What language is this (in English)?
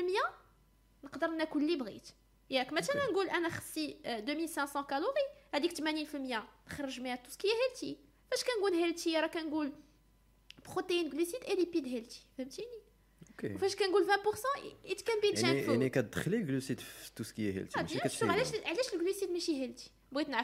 Moroccan Arabic